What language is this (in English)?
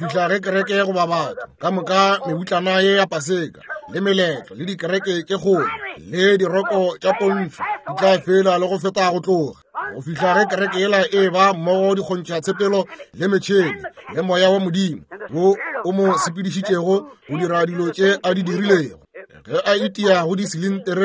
Northern Sotho